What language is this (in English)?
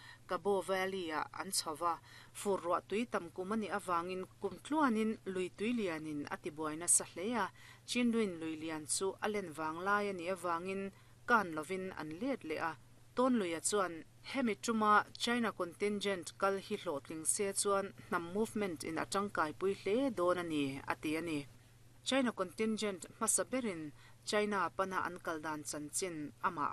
Mizo